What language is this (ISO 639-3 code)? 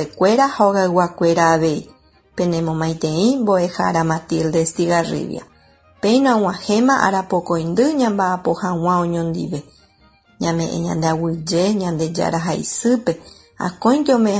grn